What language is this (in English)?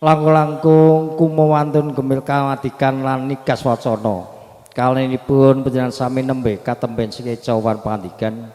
Javanese